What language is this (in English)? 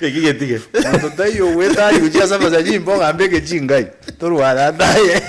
Gusii